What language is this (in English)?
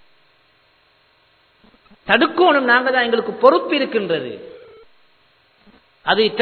Tamil